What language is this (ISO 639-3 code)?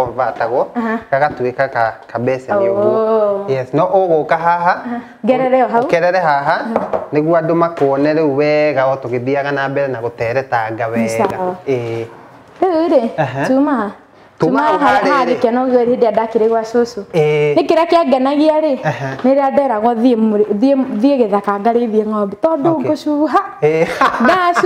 kik